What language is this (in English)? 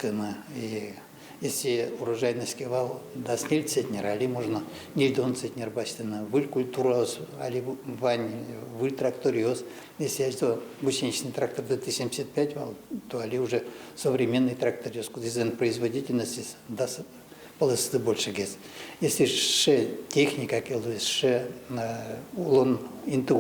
Udmurt